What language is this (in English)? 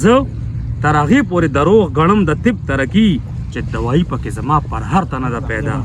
Pashto